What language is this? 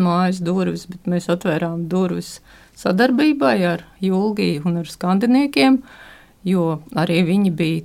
Latvian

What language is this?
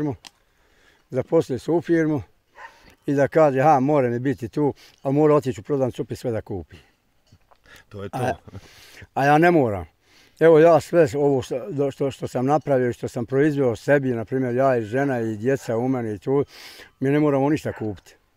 Bosnian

